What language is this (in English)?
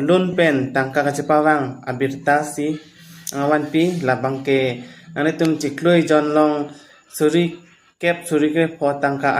Karbi